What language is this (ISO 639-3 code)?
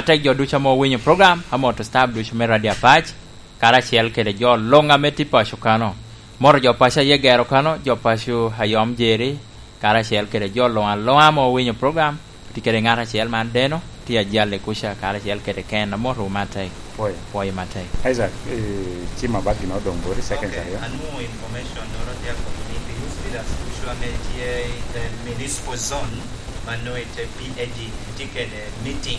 laj